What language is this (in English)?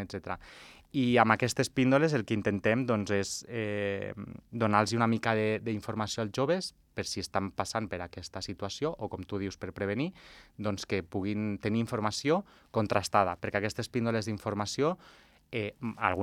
Catalan